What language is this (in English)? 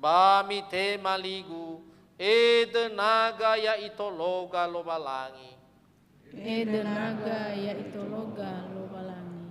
Nias